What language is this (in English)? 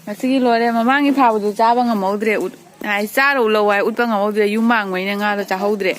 Manipuri